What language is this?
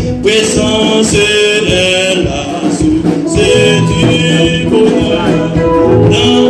Haitian Creole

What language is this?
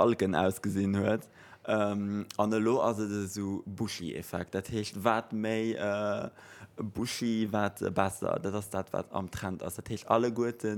Luxembourgish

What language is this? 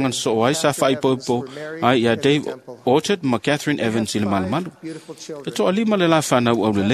Samoan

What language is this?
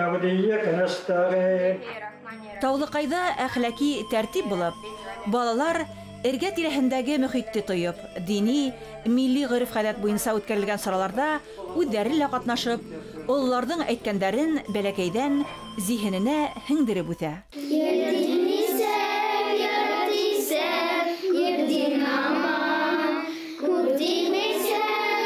Bashkir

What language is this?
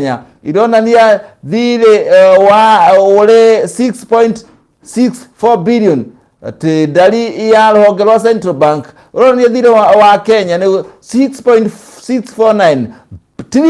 Kikuyu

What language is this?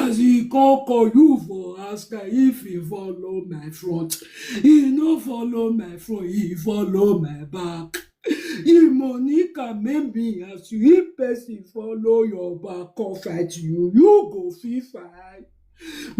Nigerian Pidgin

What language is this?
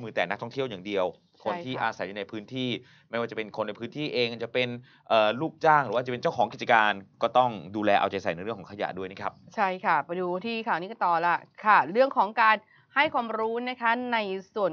Thai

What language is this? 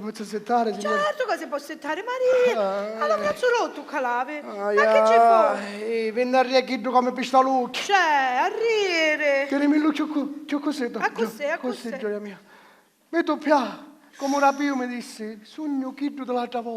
Sicilian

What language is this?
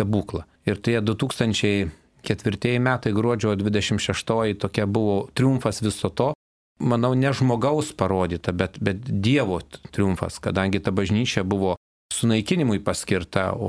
Lithuanian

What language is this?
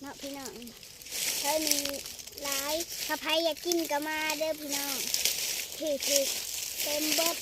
Lao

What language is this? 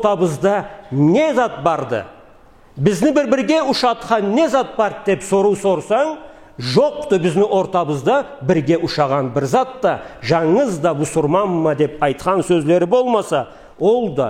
Karachay-Balkar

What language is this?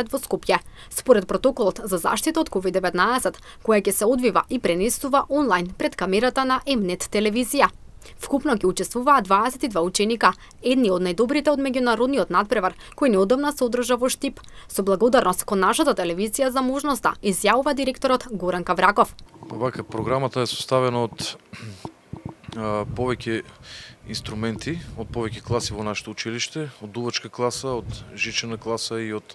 Macedonian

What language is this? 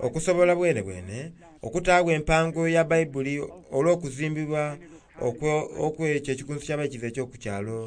Soga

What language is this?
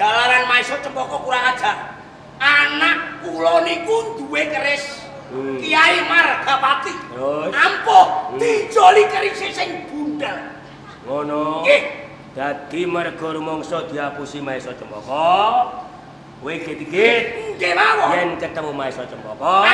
Javanese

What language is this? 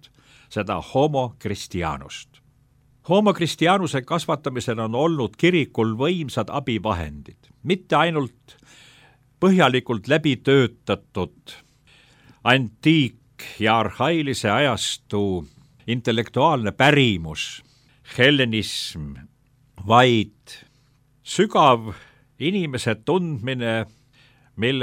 Estonian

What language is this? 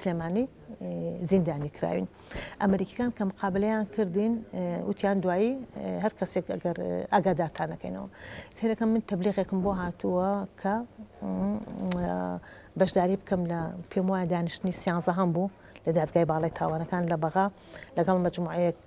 Central Kurdish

